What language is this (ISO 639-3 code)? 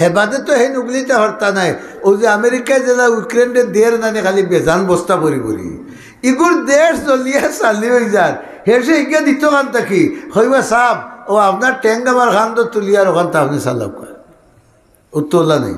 syl